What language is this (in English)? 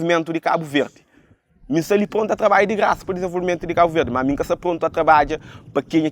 Kabuverdianu